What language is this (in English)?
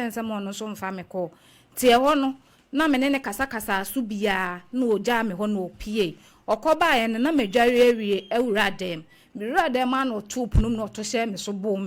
Akan